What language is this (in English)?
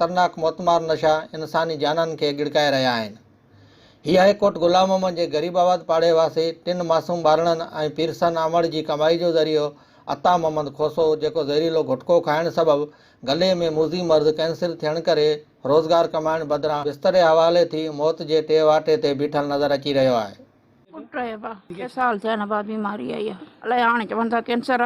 Sindhi